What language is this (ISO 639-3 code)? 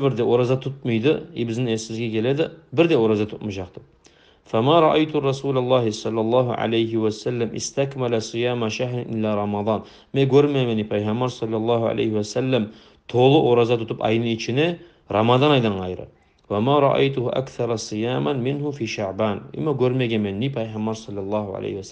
kum